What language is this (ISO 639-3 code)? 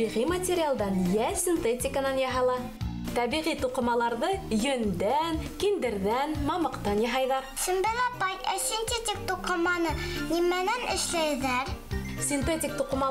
bak